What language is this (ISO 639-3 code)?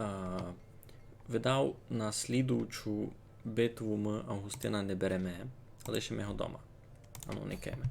rue